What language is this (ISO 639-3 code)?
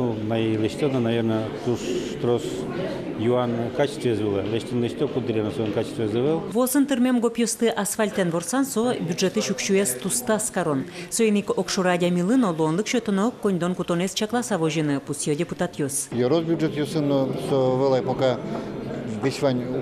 udm